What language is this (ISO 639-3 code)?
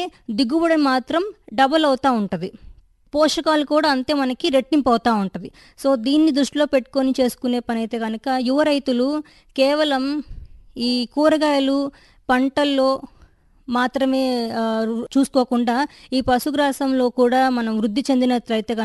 tel